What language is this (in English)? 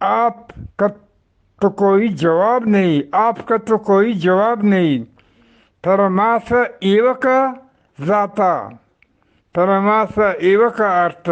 Eastern Balochi